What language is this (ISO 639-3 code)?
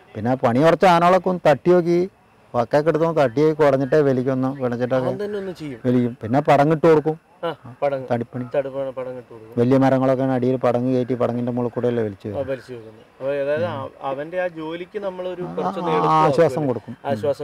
mal